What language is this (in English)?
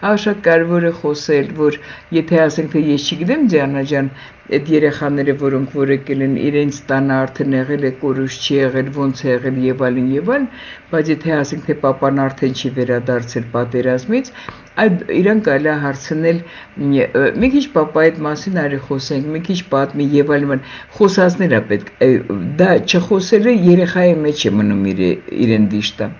Armenian